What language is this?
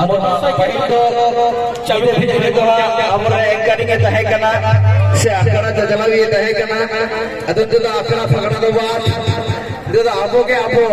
Santali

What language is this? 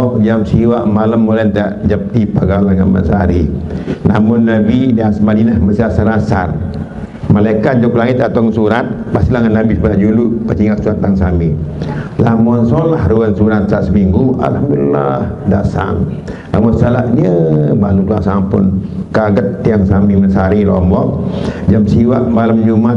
Sasak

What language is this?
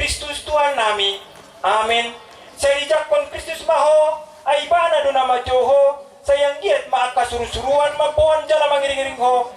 Batak Toba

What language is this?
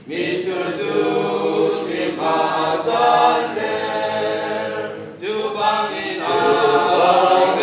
Hakha Chin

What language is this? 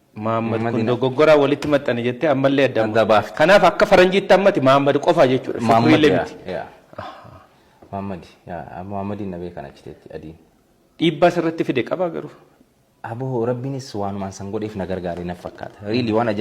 Oromo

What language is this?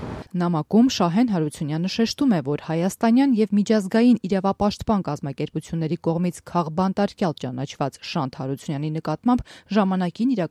Armenian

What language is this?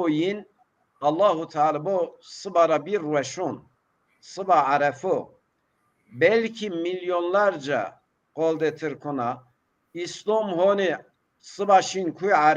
Zaza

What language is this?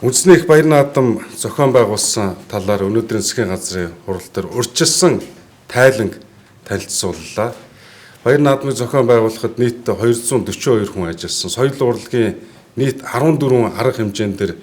Mongolian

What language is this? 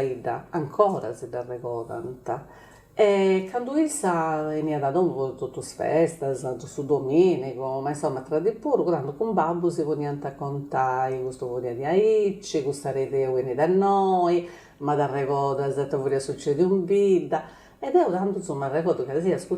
Sardinian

